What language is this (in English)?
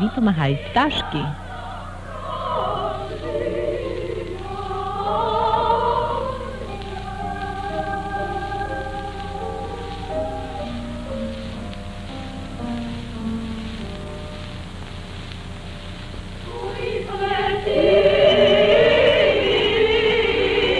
Ukrainian